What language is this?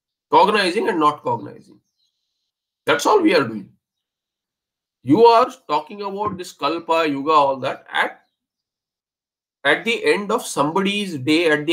English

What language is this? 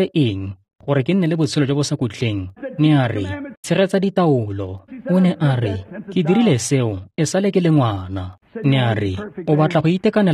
Tswana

